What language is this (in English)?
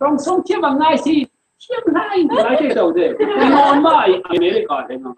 Falam Chin